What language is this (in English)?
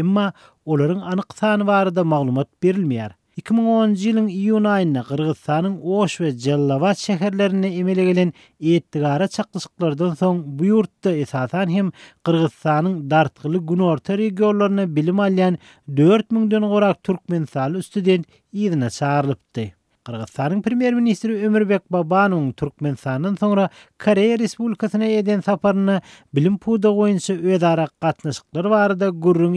Kyrgyz